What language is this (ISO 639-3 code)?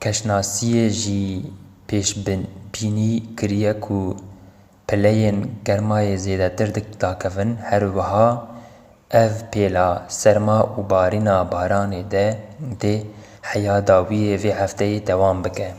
kur